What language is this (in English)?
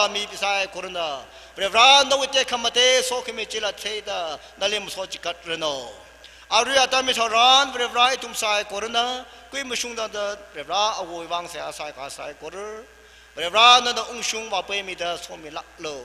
Tangkhul Naga (India)